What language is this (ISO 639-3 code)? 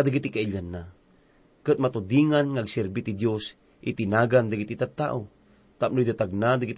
ilo